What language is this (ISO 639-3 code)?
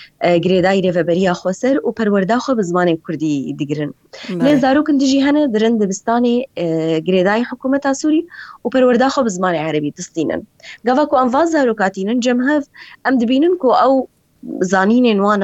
kur